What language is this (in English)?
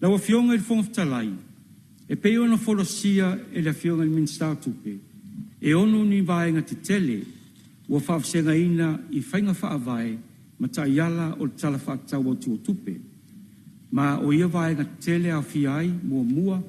Samoan